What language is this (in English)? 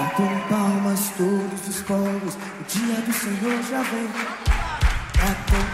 Portuguese